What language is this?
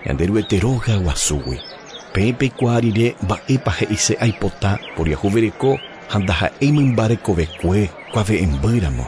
Guarani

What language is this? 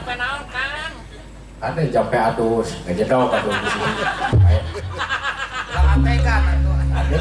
Sundanese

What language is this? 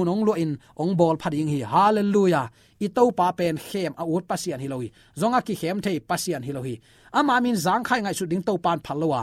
Tedim Chin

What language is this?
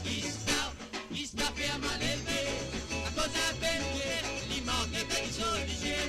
Morisyen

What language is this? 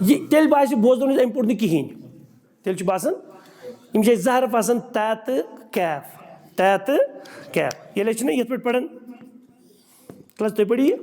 Kashmiri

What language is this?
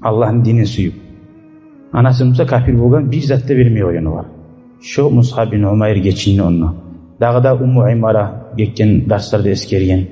Kumyk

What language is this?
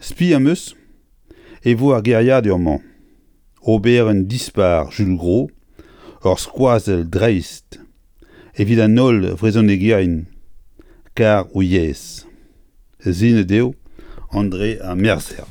Breton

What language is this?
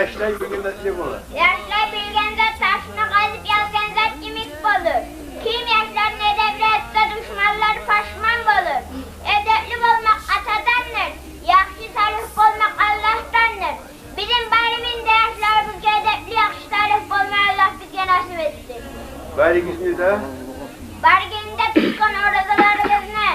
Kumyk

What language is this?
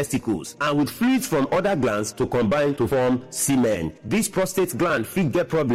Nigerian Pidgin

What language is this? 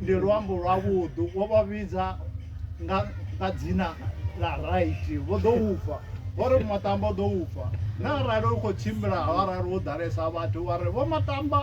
Venda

